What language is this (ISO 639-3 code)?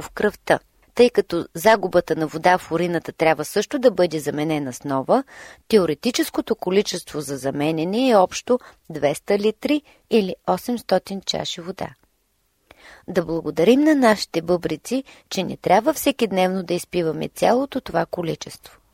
bul